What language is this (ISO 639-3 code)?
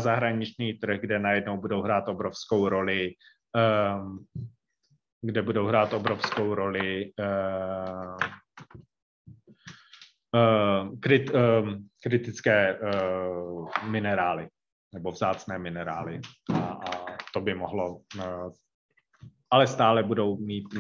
ces